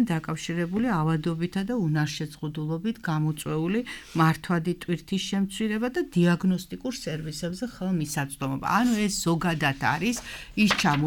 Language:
Georgian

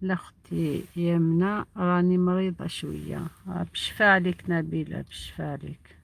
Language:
Algerian Arabic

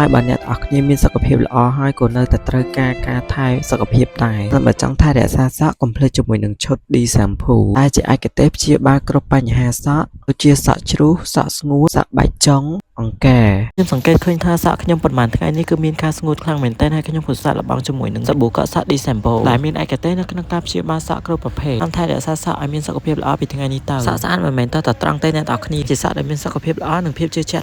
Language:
Khmer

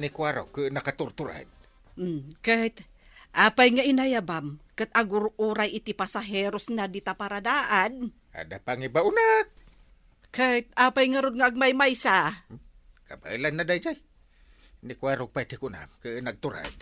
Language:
Iloko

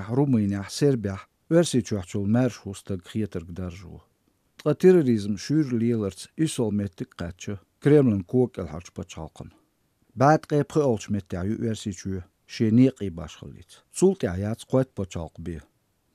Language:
Azerbaijani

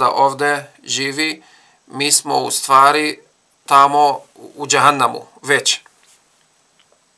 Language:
Bosnian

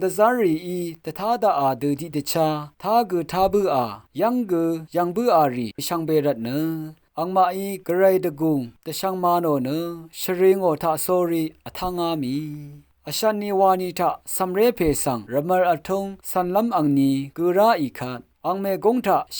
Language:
Rawang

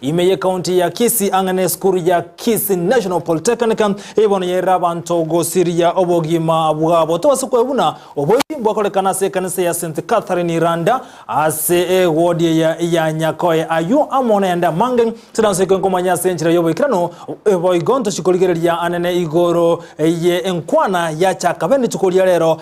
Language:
Gusii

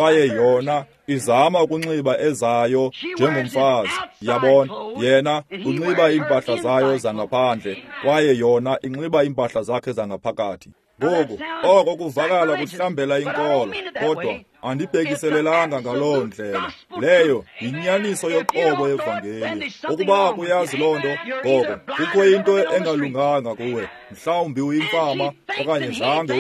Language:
Xhosa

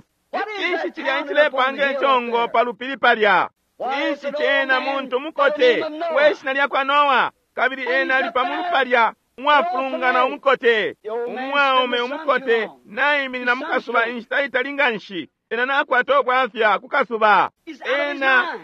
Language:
Bemba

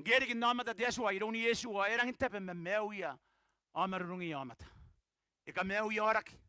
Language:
Gilbertese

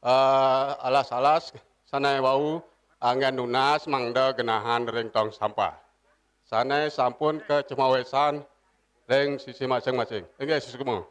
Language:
Balinese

